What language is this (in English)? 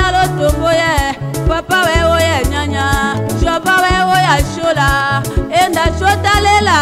Tetela